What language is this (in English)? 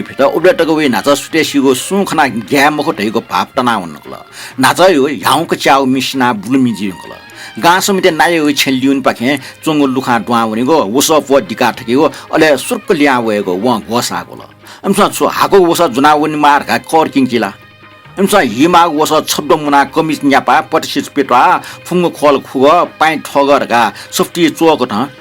Newari